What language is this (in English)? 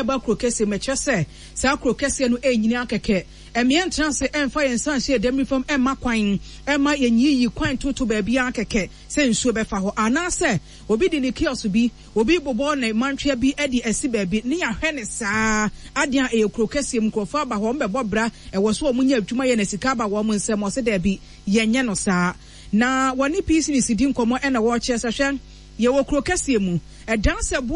Akan